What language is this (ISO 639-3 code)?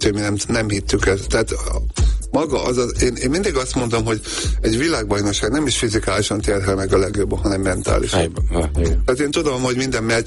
hun